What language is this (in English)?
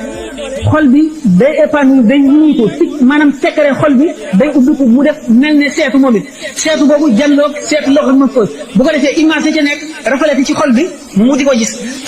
Wolof